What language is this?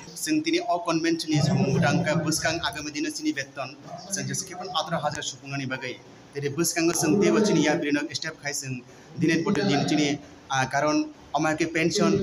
Kok Borok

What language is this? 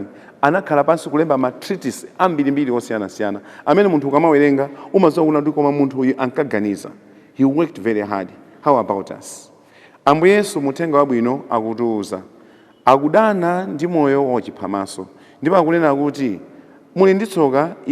Nyanja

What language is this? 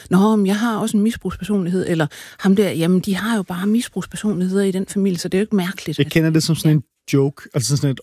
Danish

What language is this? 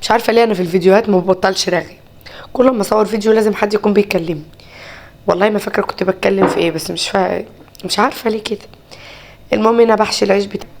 Egyptian Arabic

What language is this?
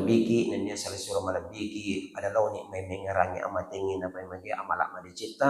Buginese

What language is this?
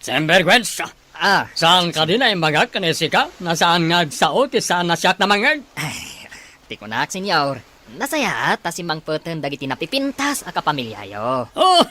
Iloko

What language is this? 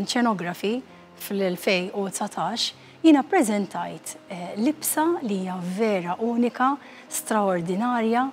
Maltese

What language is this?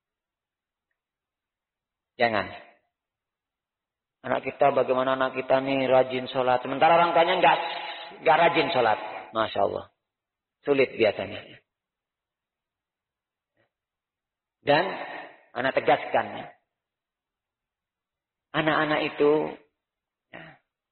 Indonesian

